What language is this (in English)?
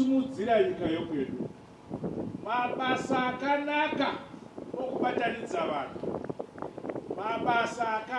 Shona